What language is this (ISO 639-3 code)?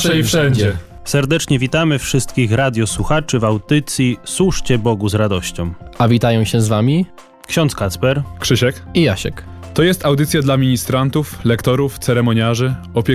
pol